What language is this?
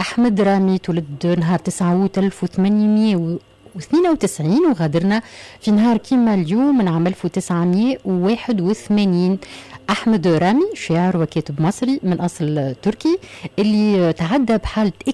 Tunisian Arabic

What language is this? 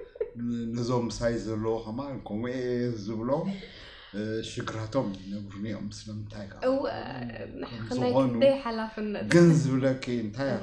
Tigrinya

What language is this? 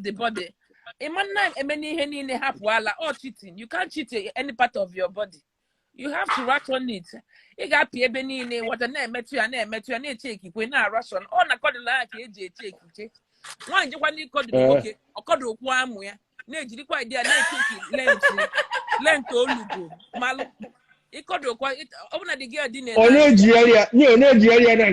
Igbo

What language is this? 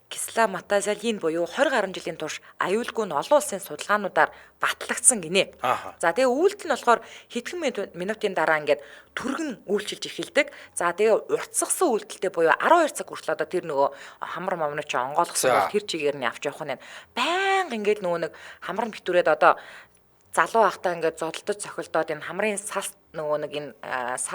Mongolian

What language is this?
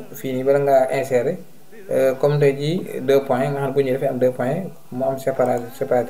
Wolof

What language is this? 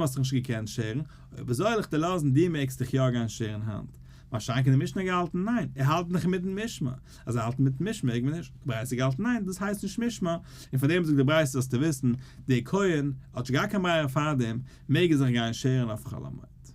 Yiddish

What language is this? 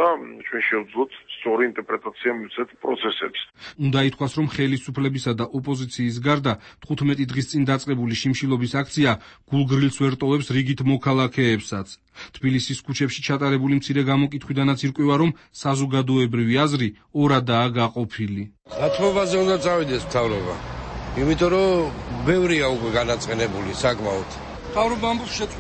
Georgian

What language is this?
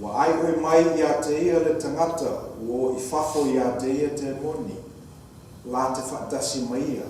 Samoan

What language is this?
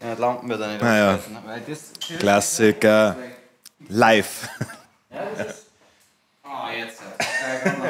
Bavarian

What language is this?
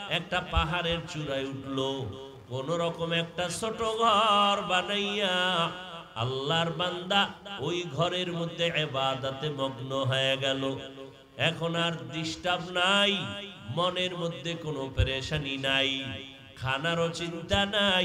Bangla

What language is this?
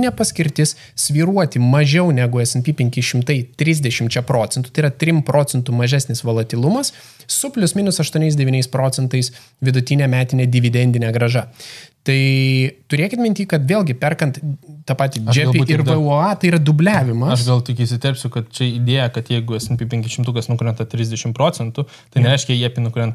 Lithuanian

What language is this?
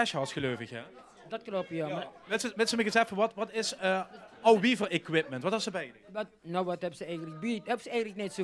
Limburgish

